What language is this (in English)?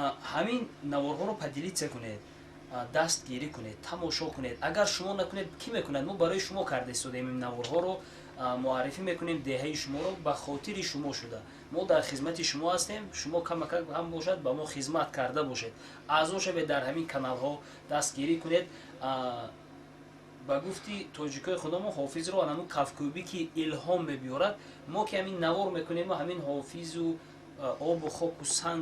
Tajik